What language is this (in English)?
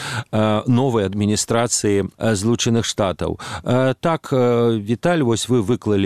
Belarusian